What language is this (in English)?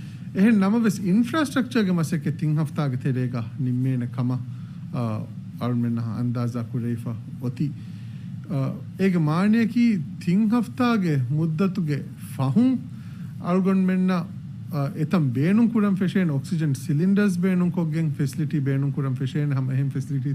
Divehi